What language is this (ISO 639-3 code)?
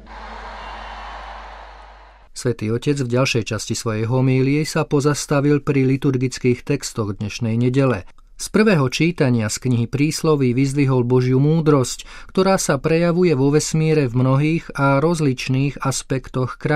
slk